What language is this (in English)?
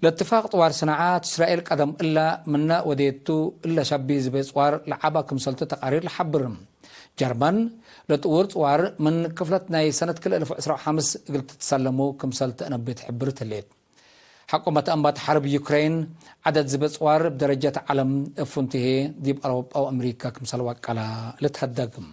Tigre